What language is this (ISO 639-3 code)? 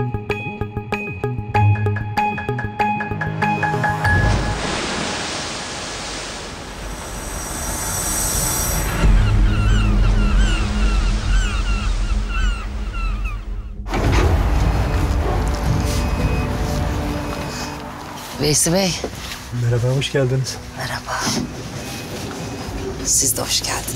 tur